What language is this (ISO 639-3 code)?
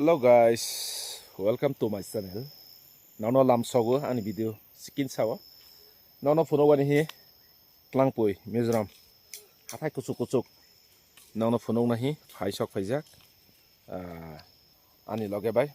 trp